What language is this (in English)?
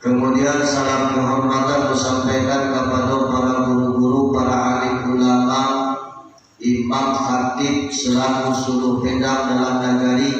Minangkabau